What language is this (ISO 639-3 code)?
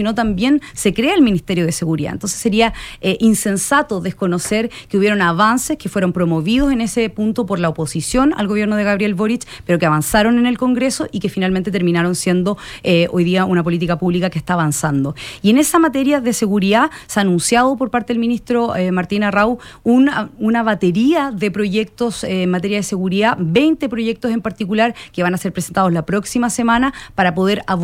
spa